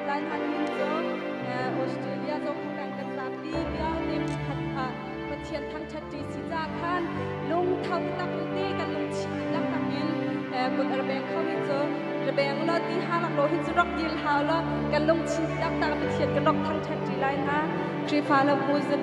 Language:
Hakha Chin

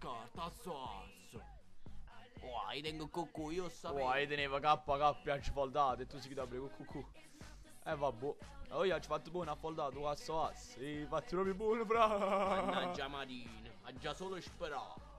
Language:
Neapolitan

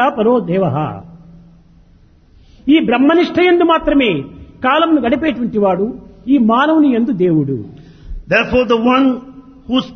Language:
Telugu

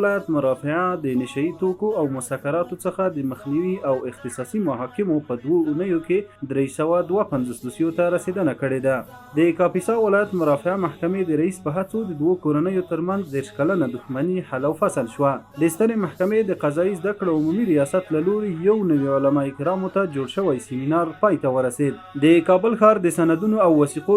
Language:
Pashto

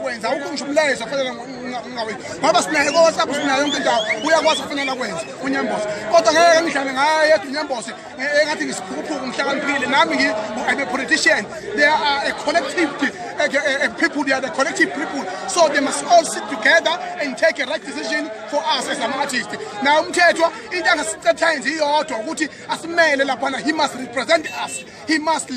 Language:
Zulu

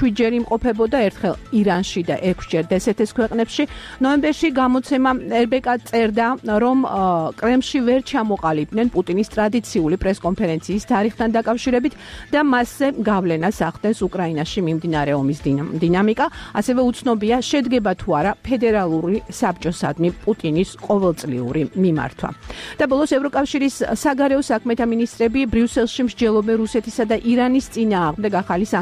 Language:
Georgian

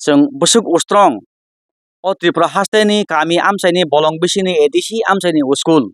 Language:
Kok Borok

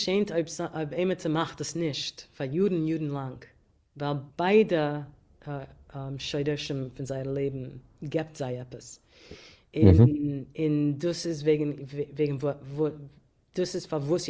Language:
Yiddish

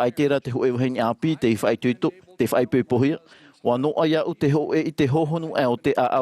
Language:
Tahitian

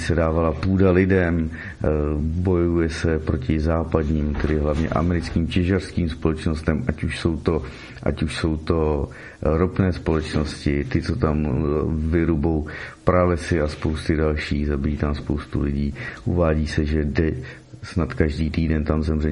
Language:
Czech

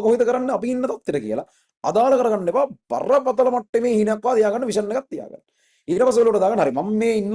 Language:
Sinhala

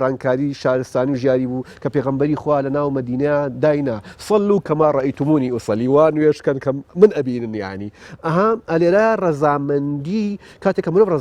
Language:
Central Kurdish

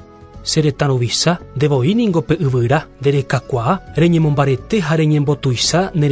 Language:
Guarani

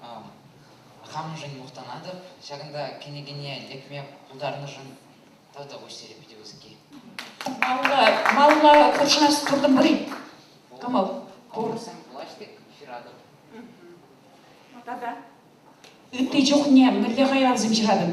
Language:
Chuvash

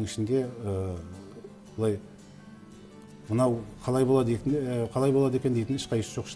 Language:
Kazakh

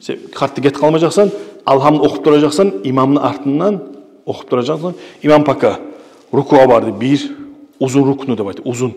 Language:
Kumyk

